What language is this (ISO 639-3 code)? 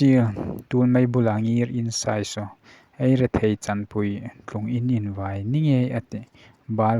hmr